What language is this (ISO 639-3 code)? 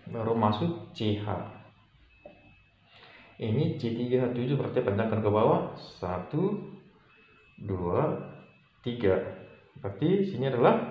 ind